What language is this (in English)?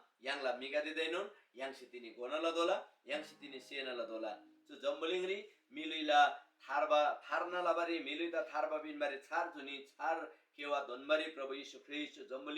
Eastern Tamang